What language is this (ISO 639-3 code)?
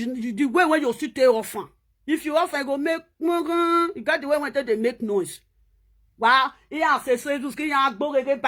pcm